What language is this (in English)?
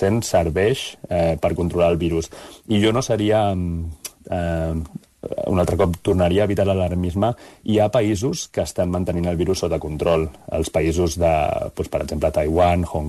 Catalan